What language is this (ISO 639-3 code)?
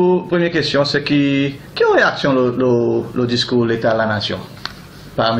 crs